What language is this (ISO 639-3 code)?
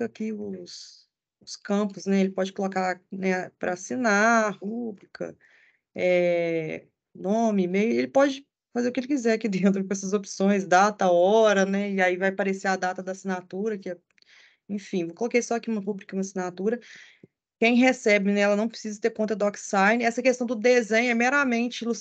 por